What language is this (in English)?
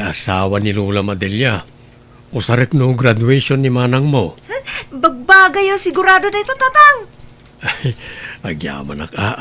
Iloko